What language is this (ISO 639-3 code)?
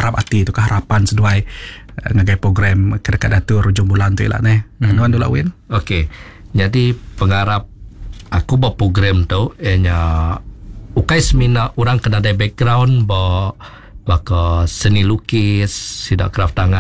iba